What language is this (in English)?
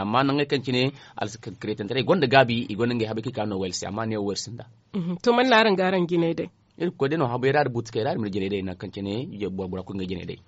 Zarma